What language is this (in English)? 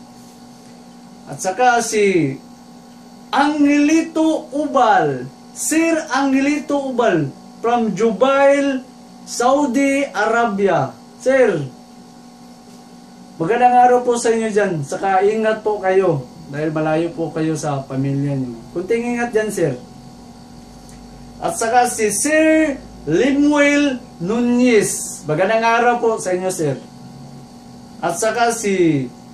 Filipino